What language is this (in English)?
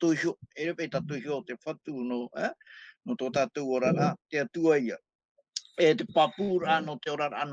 Tahitian